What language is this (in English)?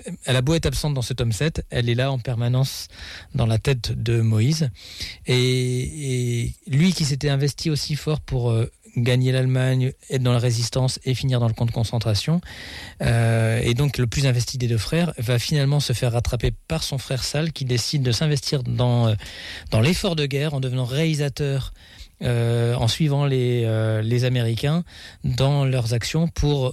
French